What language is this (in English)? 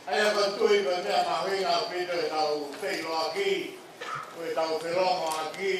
Tongan